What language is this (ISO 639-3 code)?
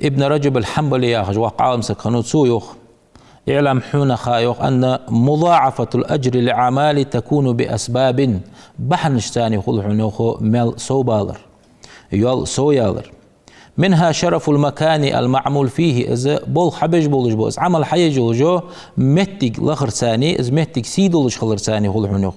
inh